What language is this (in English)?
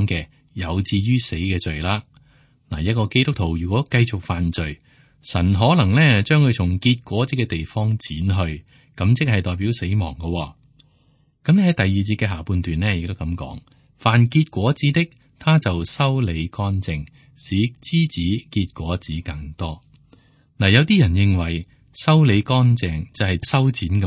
Cantonese